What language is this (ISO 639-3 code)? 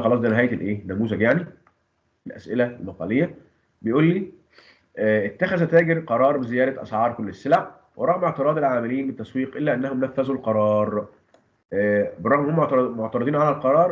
arz